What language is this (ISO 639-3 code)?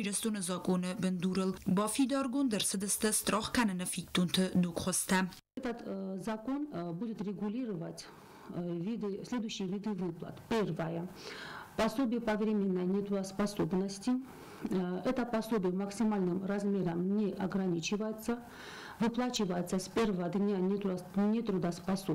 oss